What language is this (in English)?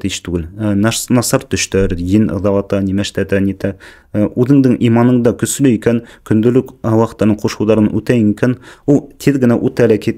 Bashkir